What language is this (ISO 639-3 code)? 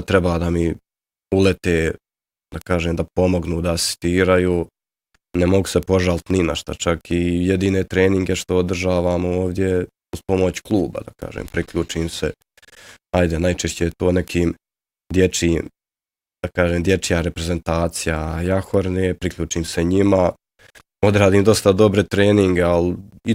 bos